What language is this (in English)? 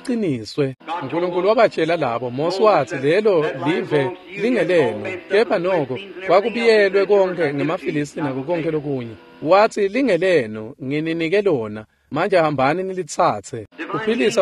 Swati